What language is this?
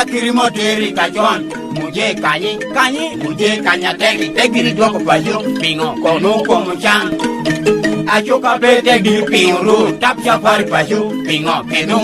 Lango (Uganda)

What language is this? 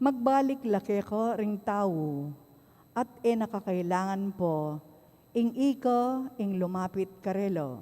Pampanga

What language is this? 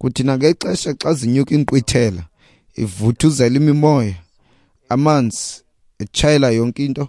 Xhosa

